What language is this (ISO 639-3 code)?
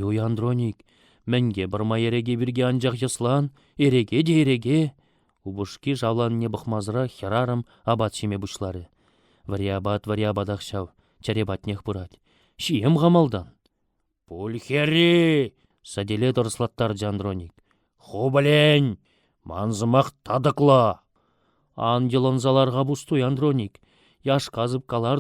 chv